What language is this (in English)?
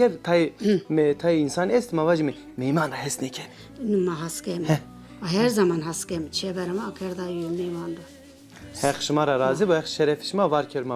Zaza